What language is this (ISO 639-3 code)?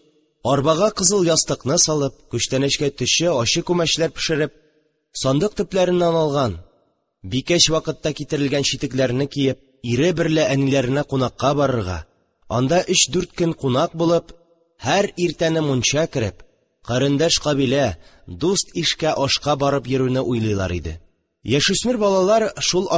tat